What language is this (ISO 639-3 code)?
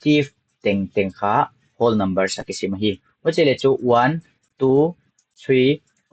pck